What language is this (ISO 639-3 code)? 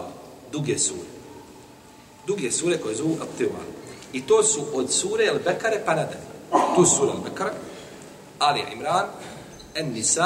bos